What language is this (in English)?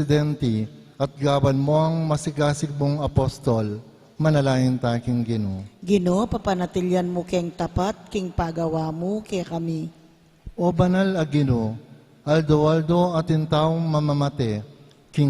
Pampanga